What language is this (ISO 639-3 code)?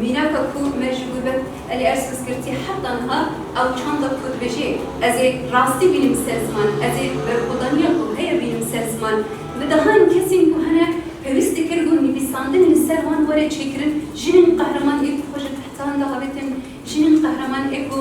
kur